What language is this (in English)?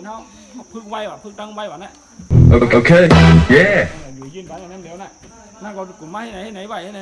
Shan